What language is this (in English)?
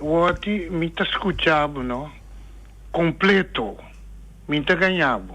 Papiamento